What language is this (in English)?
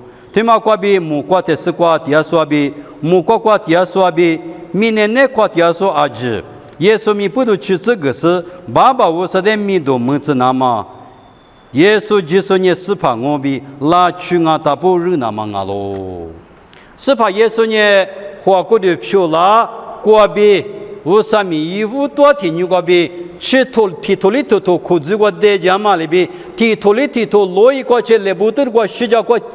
Lisu